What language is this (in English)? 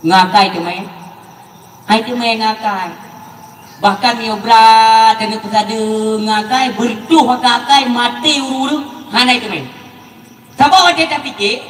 Achinese